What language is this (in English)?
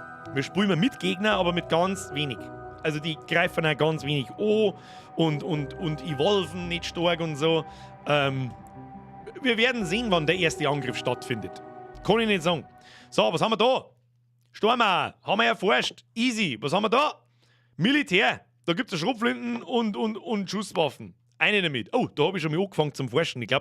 Bavarian